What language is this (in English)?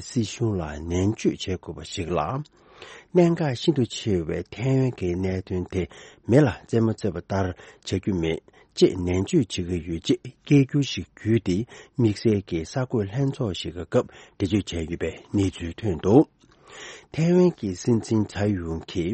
Tibetan